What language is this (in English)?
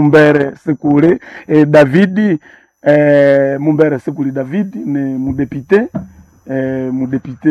Nande